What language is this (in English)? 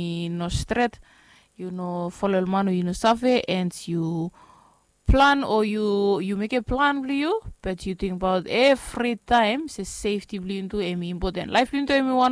Bislama